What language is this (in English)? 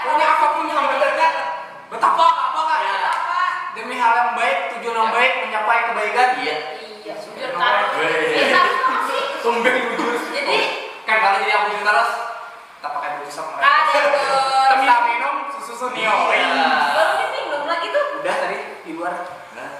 Banjar